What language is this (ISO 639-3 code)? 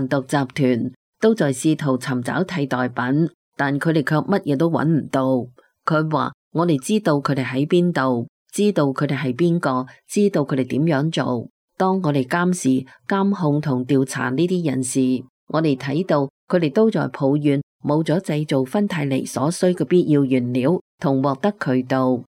yue